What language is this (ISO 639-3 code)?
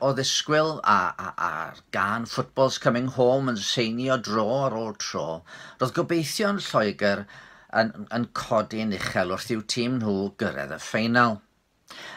cym